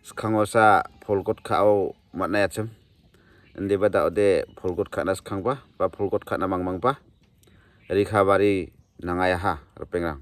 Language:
Garo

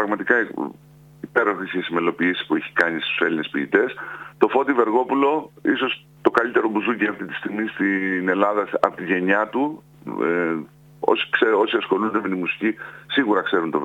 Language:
Greek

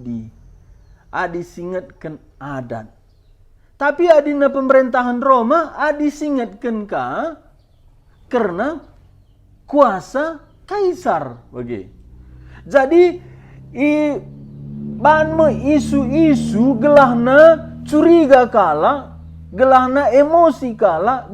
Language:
Batak Karo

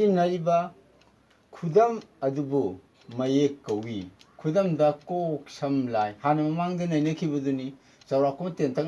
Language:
Manipuri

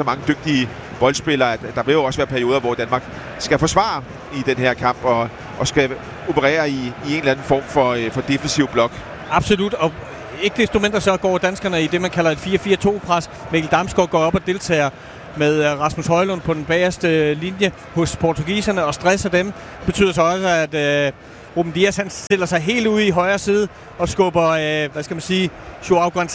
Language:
Danish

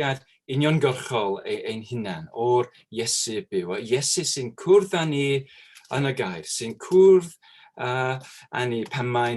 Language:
Welsh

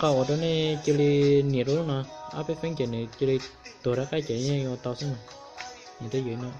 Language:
Hmong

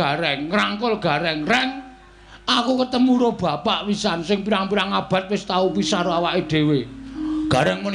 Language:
Javanese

